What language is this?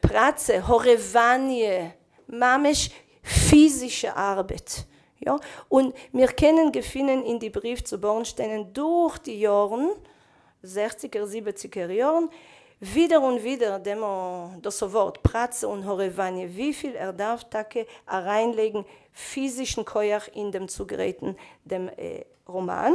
Yiddish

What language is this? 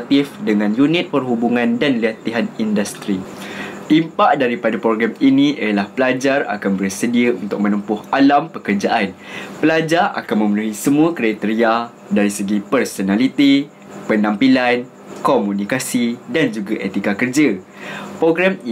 Malay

